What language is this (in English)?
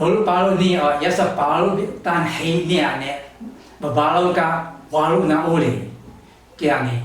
Taroko